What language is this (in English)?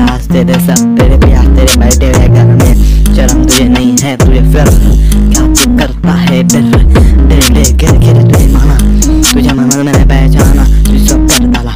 Hindi